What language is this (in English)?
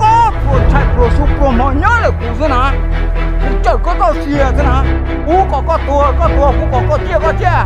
Hmong